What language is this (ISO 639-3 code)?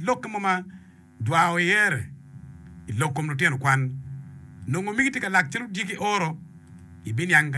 ach